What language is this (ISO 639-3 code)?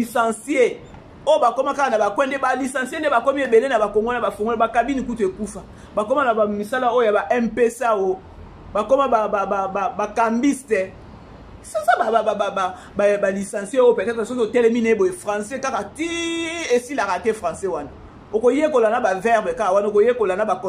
lin